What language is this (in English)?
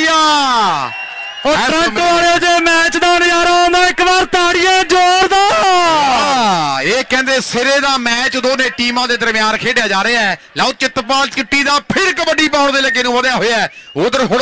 Punjabi